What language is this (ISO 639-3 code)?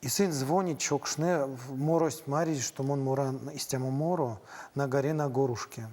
myv